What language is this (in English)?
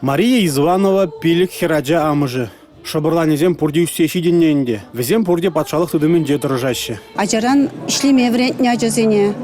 Chuvash